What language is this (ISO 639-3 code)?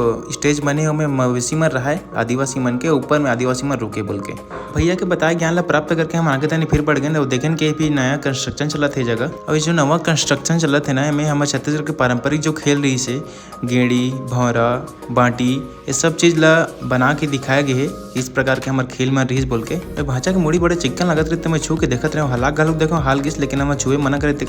hne